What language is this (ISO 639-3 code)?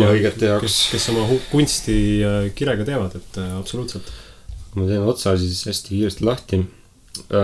est